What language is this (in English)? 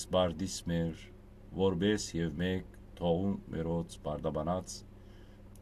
Western Armenian